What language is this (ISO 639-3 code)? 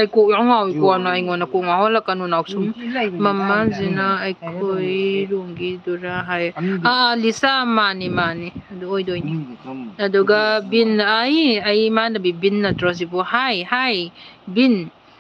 mni